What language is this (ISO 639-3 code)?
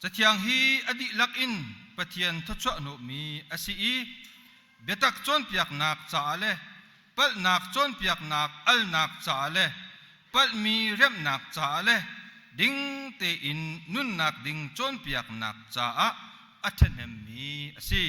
cnh